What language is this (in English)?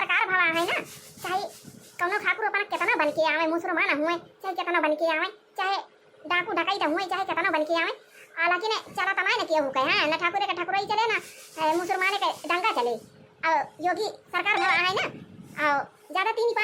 Awadhi